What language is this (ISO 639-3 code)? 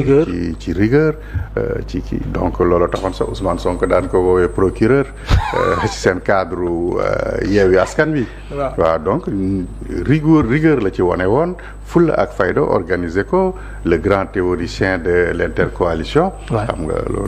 wol